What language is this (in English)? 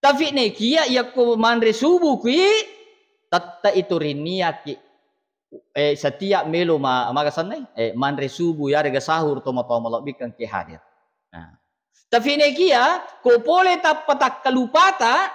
Buginese